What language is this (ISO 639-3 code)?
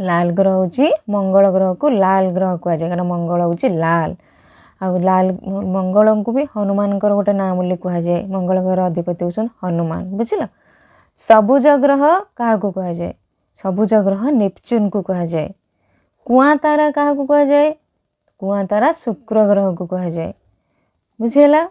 ori